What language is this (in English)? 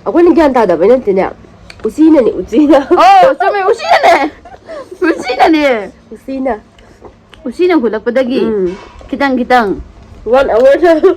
Manipuri